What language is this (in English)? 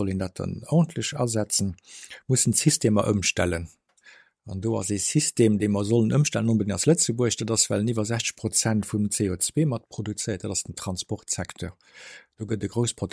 Luxembourgish